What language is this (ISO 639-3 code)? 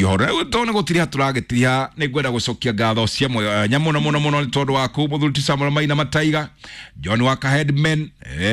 kik